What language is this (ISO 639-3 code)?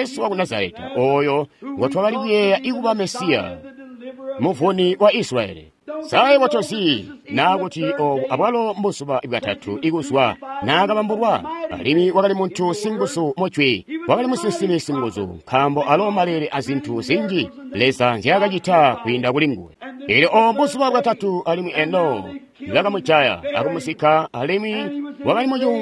toi